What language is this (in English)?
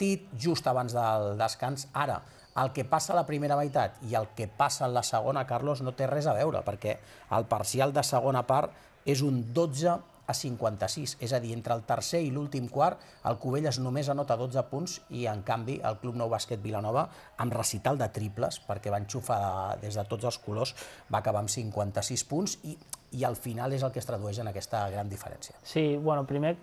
Catalan